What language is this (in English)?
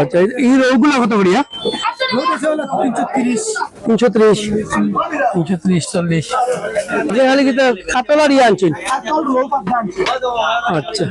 Sylheti